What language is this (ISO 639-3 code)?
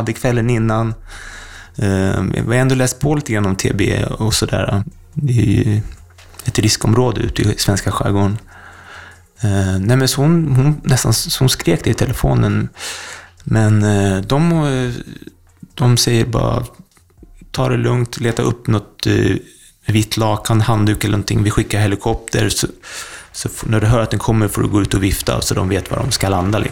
swe